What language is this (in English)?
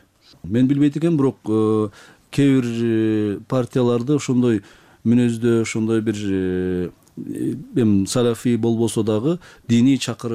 Kyrgyz